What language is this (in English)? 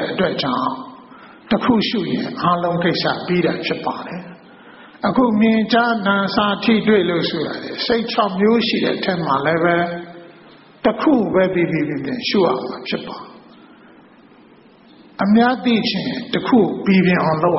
Burmese